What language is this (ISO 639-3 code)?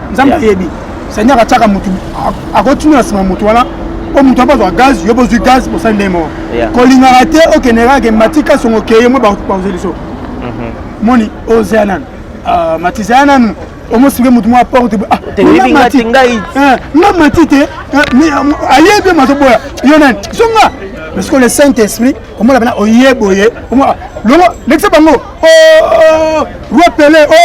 lin